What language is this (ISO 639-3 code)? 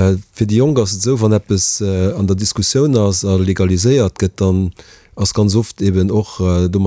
ltz